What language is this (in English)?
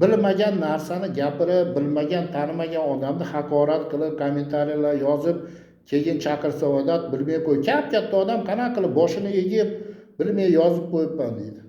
Uzbek